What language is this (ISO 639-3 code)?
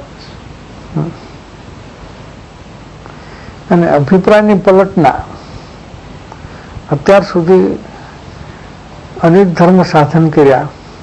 guj